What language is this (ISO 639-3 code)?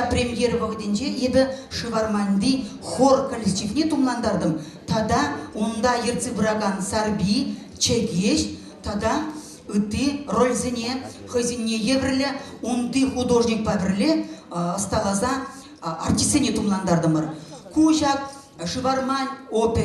chv